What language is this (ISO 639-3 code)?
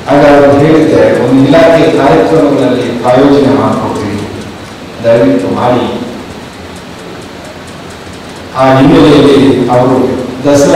kan